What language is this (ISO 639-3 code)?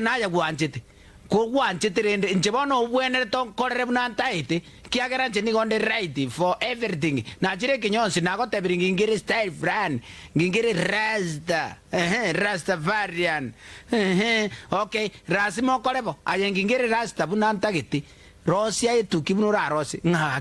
guz